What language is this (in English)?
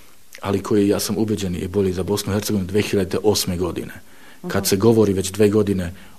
Bosnian